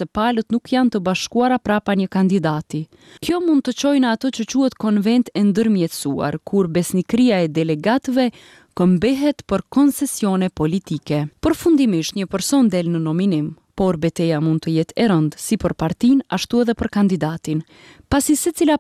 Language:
Albanian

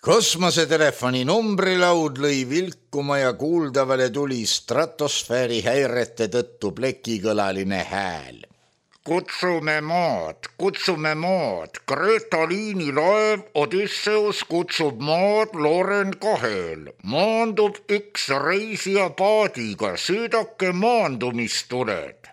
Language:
Estonian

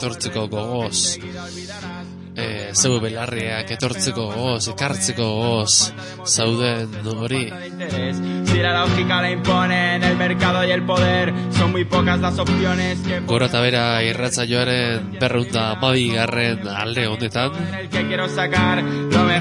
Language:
Basque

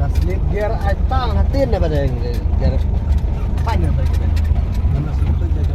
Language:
Khasi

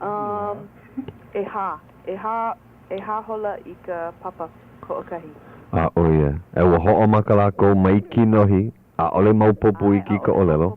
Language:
Hawaiian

